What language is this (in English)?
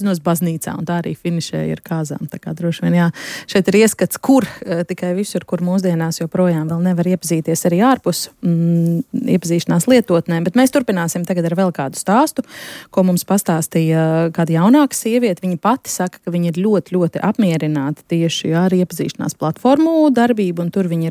Latvian